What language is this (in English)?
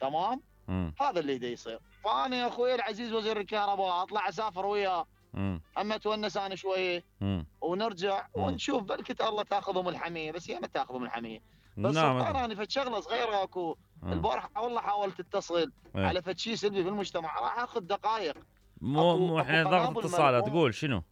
Mesopotamian Arabic